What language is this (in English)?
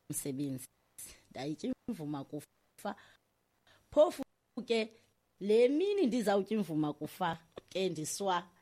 Xhosa